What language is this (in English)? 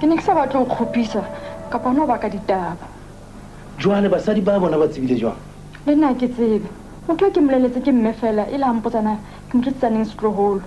Southern Sotho